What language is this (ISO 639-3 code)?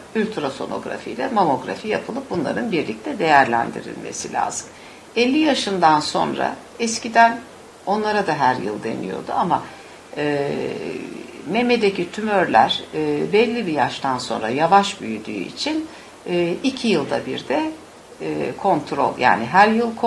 tur